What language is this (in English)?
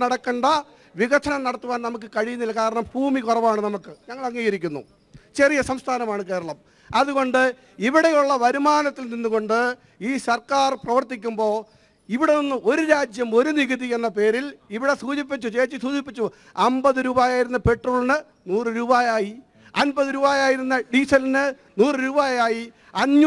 Malayalam